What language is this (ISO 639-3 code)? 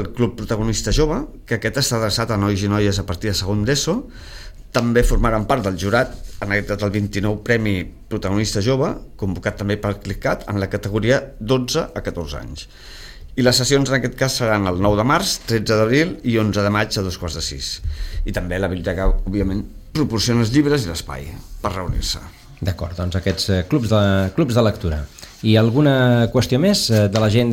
cat